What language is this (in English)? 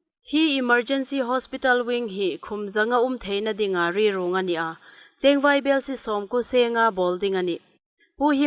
Hmar